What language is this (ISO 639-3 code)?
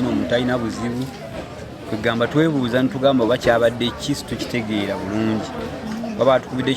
lug